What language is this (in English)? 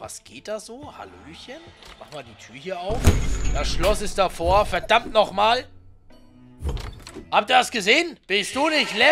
German